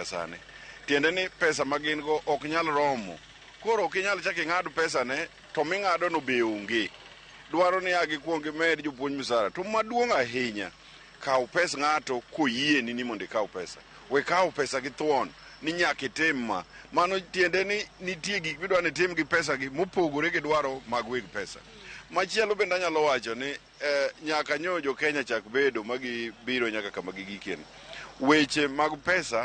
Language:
Luo (Kenya and Tanzania)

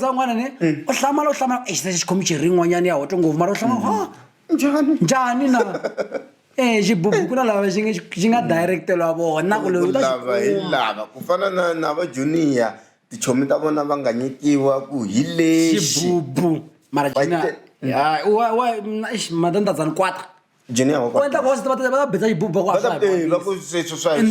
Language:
Tsonga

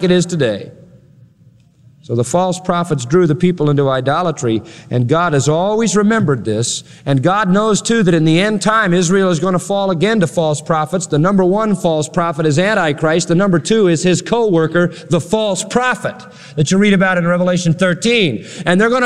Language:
English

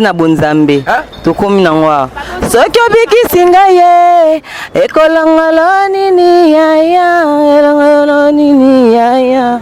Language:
Lingala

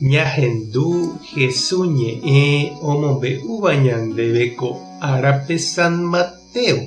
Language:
Guarani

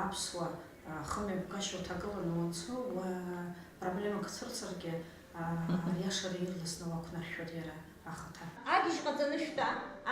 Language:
Abkhazian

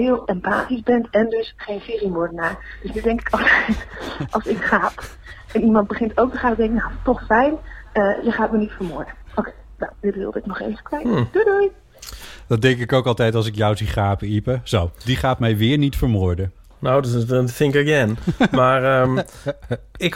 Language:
Dutch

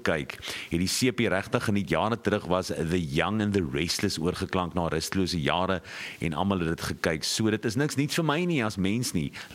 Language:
Afrikaans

